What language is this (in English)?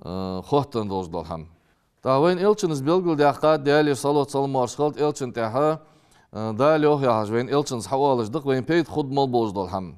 Ingush